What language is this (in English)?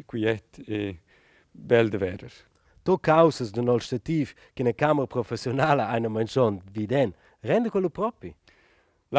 Romansh